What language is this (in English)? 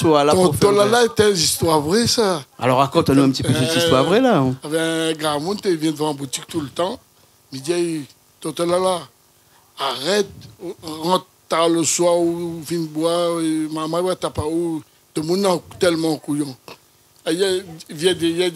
Réunion Creole French